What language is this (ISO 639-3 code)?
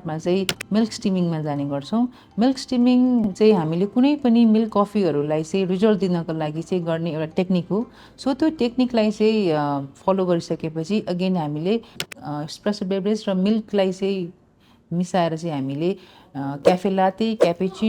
nep